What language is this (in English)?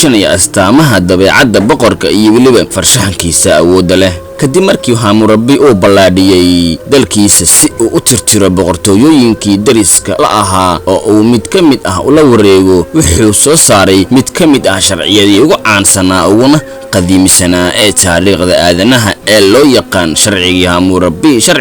Somali